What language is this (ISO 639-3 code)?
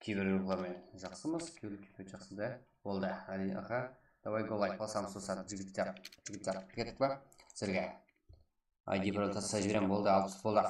kaa